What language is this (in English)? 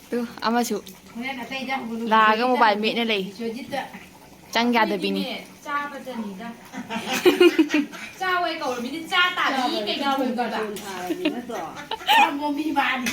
Manipuri